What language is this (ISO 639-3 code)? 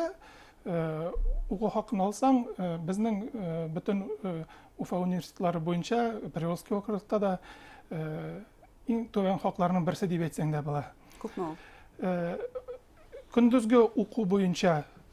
bak